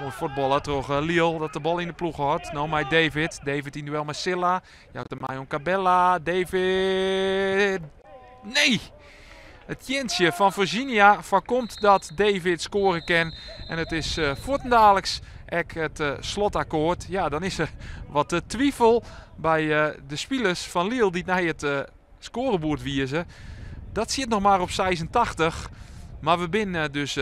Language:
Western Frisian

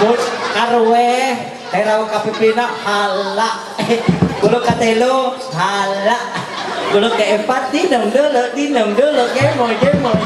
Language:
Ma'anyan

